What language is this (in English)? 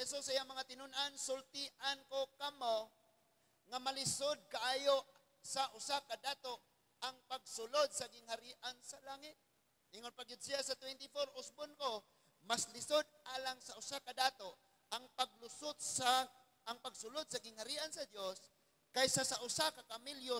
Cebuano